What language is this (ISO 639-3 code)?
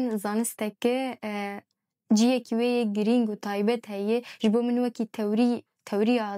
kur